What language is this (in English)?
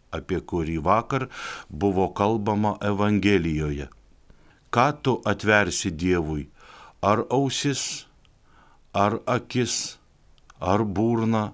Lithuanian